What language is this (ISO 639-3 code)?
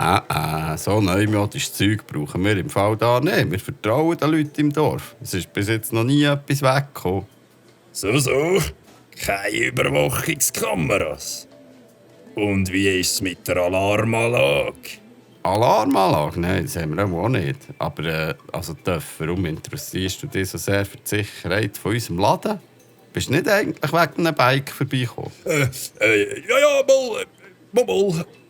gsw